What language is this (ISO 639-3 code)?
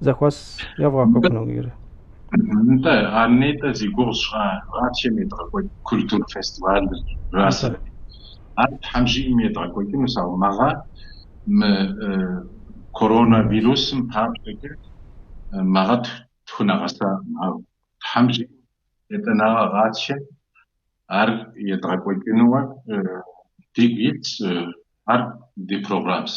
kbd